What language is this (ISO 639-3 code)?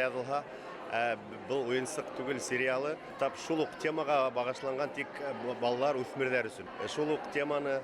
bak